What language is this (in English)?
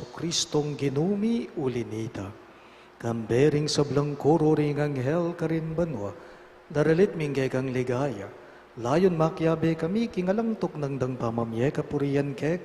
Pampanga